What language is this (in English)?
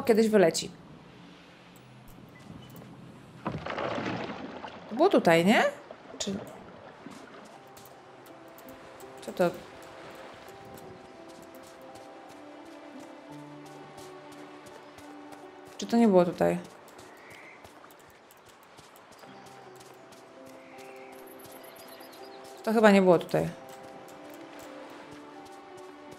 Polish